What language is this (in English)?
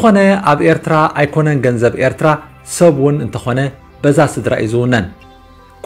Tigrinya